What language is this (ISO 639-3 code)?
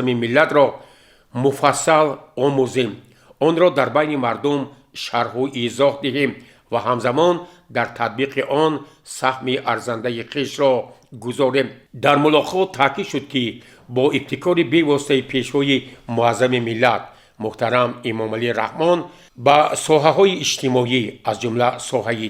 tgk